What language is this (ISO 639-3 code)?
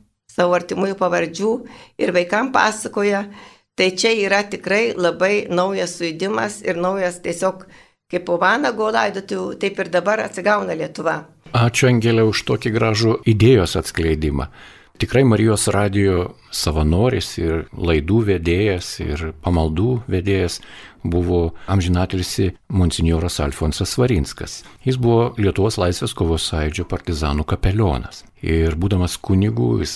lit